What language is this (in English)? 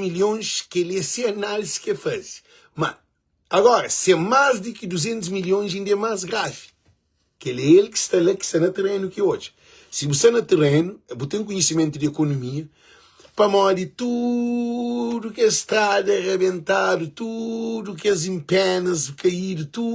Kabuverdianu